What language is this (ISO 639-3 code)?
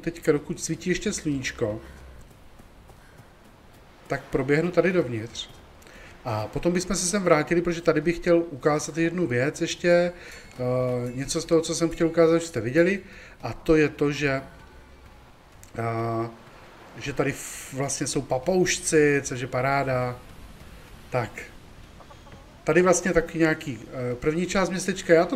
ces